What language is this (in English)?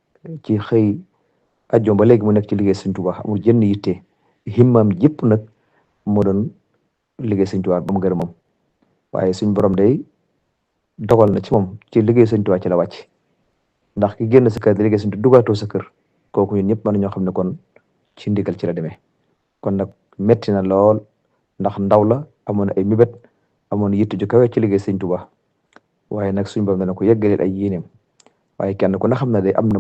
Wolof